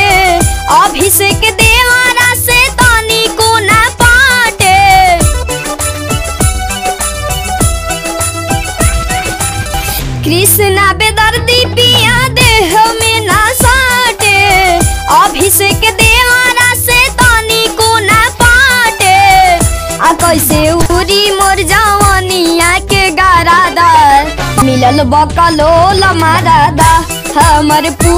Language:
Bhojpuri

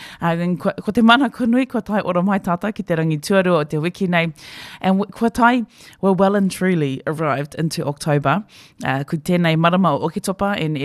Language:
Māori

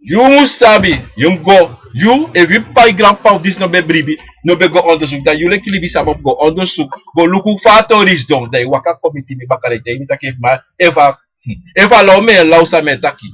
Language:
Sranan Tongo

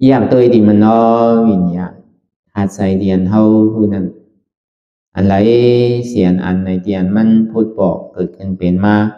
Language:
Shan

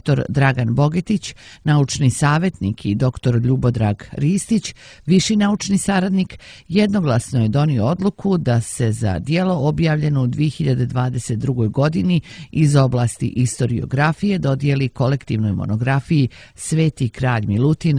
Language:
Serbian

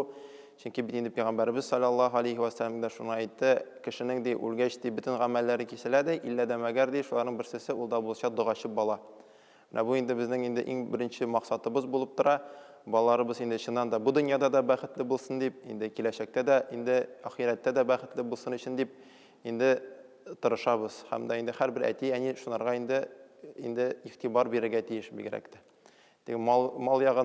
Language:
Tatar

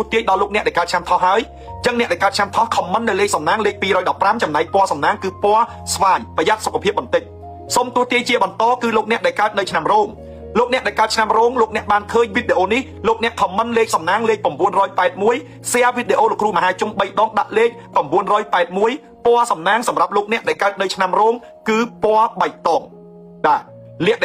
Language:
Khmer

